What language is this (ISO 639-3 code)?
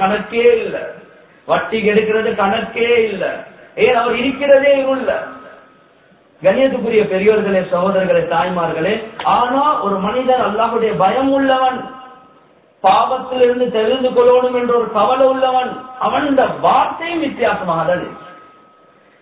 tam